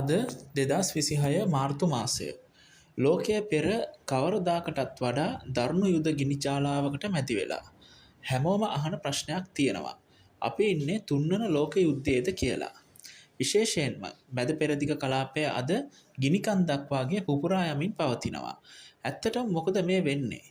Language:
Sinhala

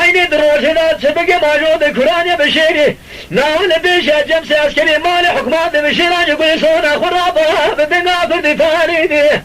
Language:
Kurdish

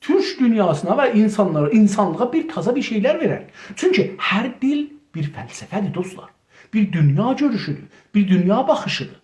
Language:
South Azerbaijani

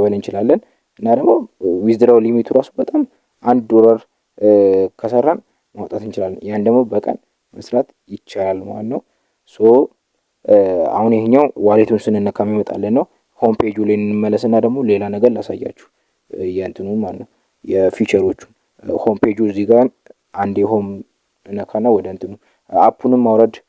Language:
Amharic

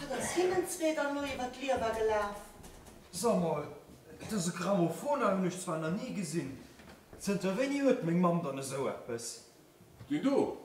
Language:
Luxembourgish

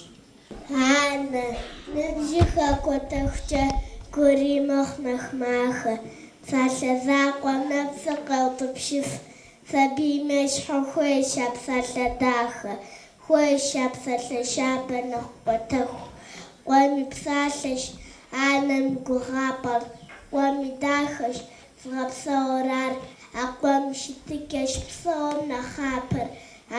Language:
Kabardian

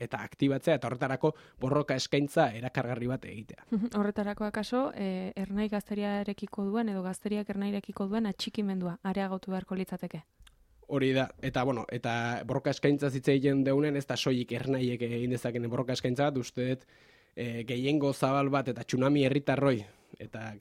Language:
Basque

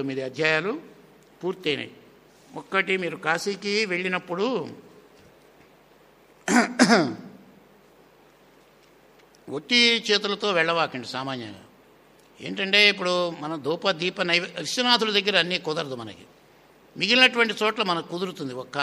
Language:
Telugu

